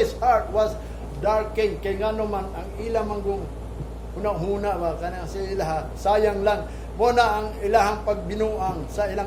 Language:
Cebuano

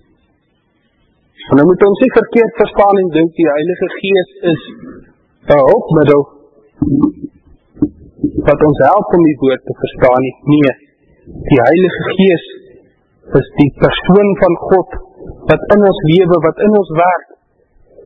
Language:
Afrikaans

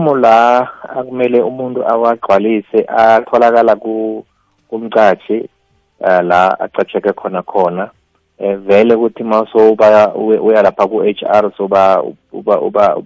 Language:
South Ndebele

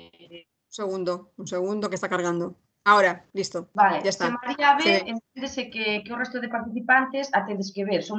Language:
Galician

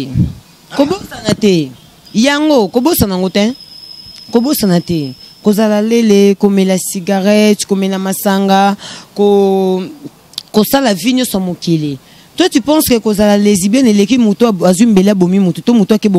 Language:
Lingala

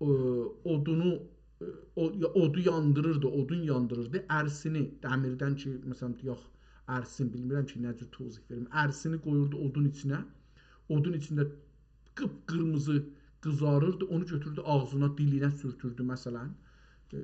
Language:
South Azerbaijani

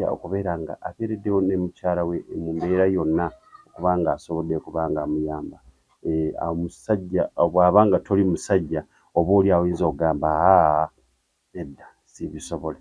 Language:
Ganda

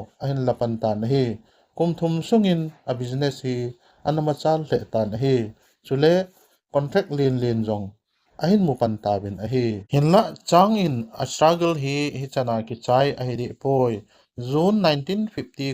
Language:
Thado Chin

